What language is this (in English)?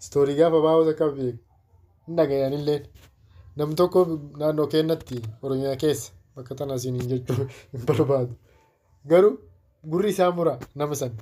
Oromo